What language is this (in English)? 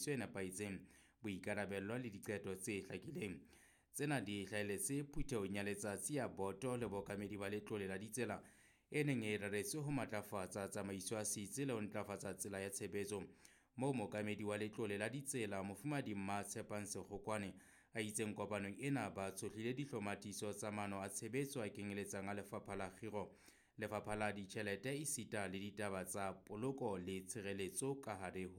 Southern Sotho